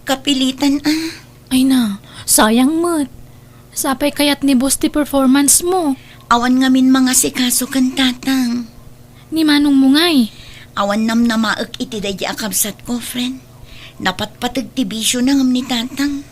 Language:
Iloko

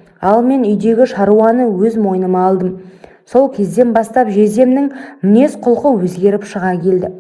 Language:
Kazakh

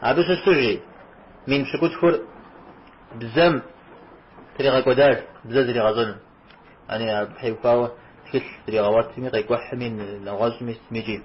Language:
Kabardian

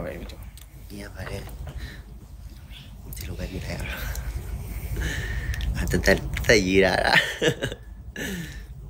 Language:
Burmese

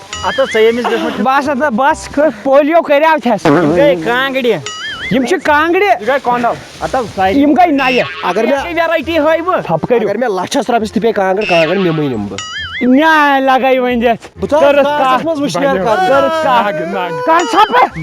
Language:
Kashmiri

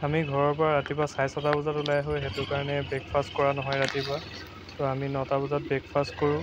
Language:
Assamese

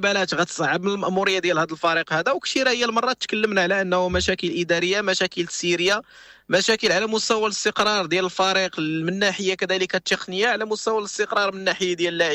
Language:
Moroccan Arabic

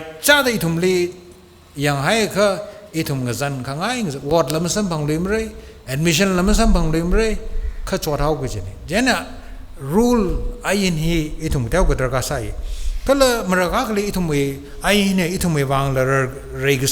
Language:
Tangkhul Naga (India)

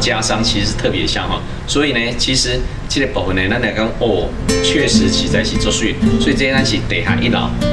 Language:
Min Nan Chinese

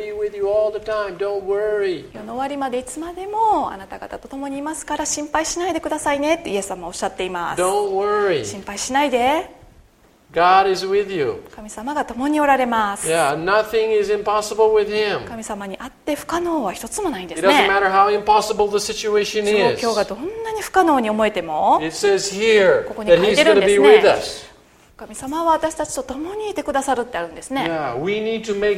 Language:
Japanese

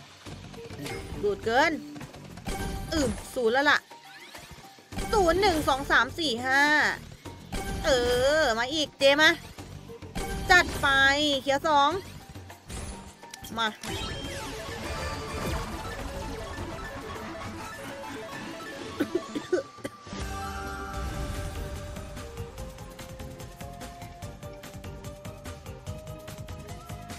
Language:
Thai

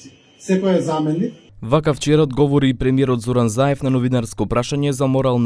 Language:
Macedonian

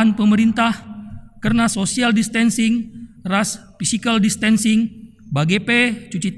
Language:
Batak Karo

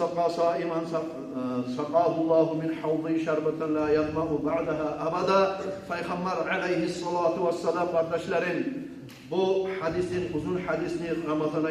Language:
Kumyk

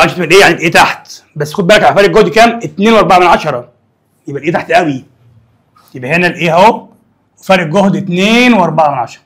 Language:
Egyptian Arabic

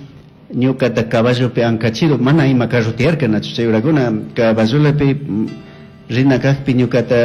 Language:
Chimborazo Highland Quichua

